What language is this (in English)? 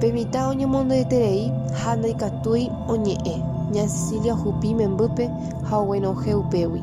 Guarani